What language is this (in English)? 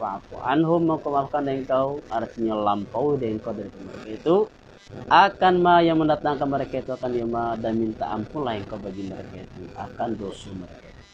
Minangkabau